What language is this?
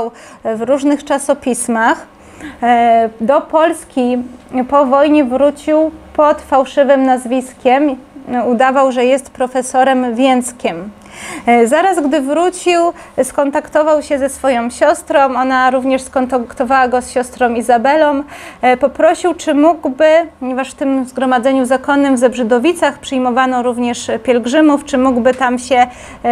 Polish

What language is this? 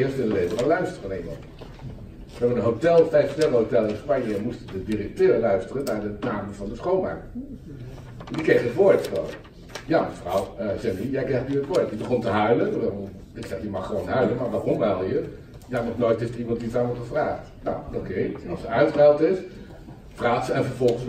Dutch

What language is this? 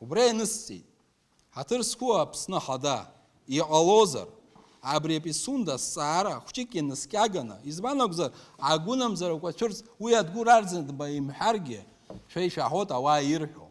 Abkhazian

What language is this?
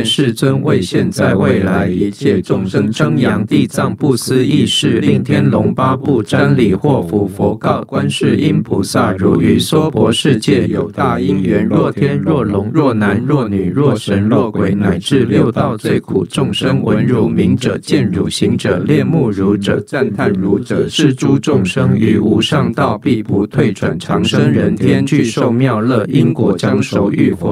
Chinese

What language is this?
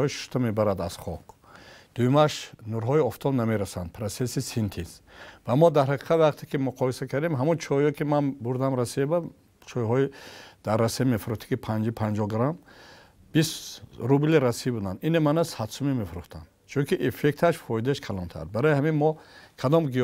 Tajik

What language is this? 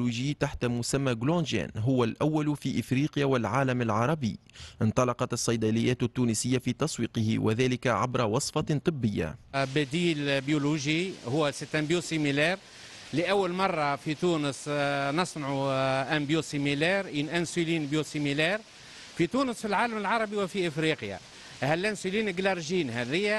Tunisian Arabic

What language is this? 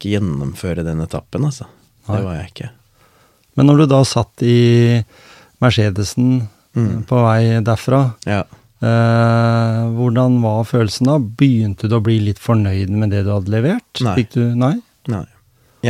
Norwegian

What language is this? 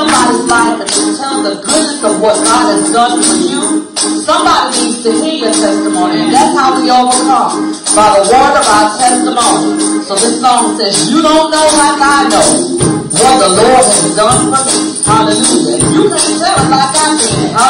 English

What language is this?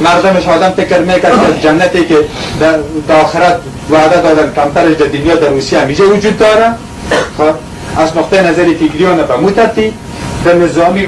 Persian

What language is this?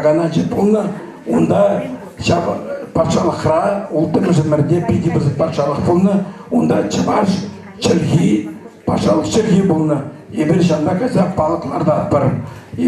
Chuvash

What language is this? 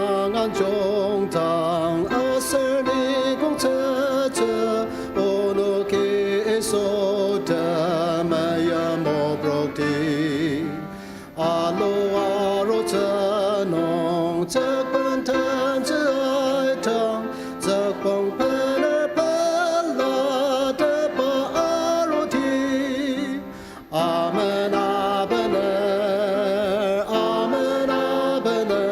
Ao Naga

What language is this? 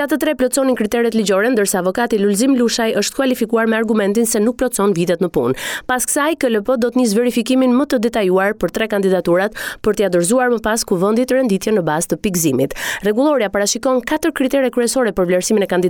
Albanian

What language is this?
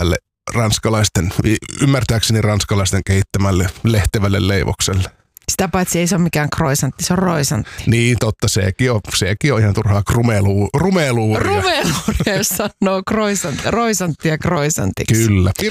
Finnish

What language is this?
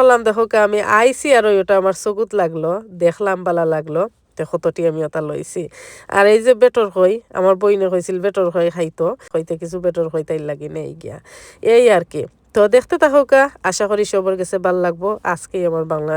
Sylheti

